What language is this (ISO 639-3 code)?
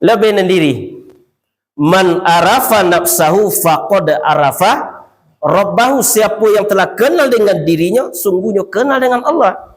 min